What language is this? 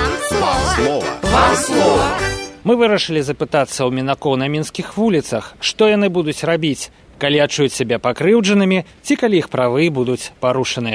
Belarusian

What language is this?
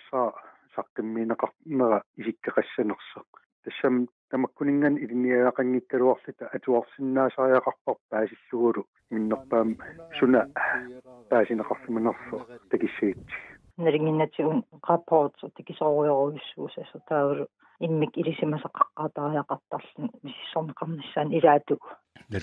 Kalaallisut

